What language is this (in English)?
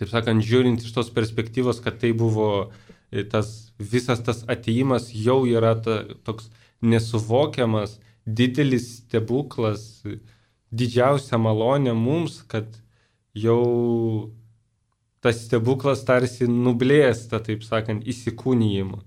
Lithuanian